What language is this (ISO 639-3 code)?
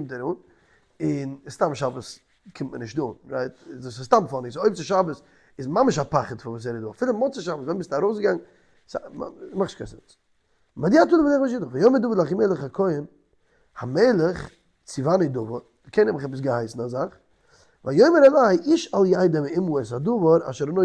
yid